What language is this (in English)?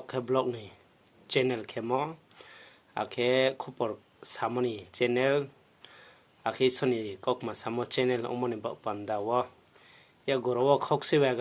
Riang (India)